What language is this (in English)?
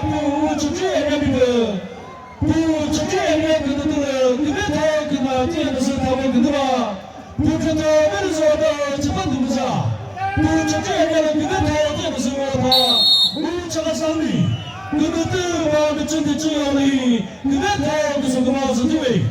Chokri Naga